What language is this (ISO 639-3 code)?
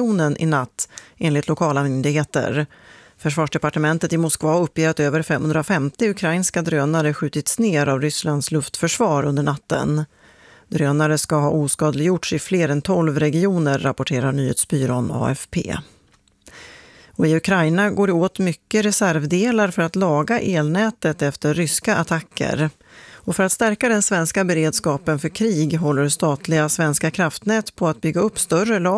swe